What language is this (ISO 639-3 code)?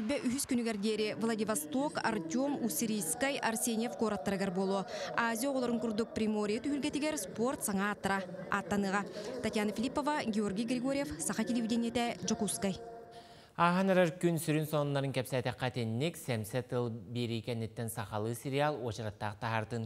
sah